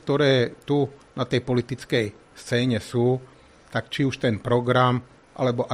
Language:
Slovak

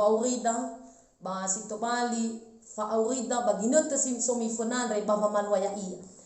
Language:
Nias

